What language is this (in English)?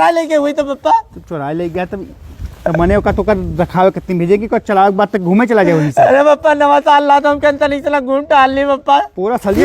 Awadhi